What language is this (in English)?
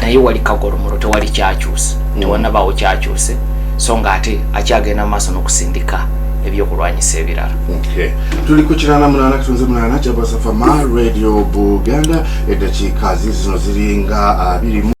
Ganda